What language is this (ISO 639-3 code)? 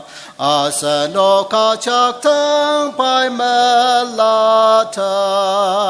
njo